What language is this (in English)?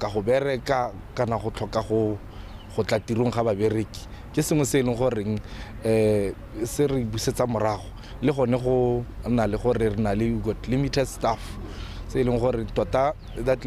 Tswana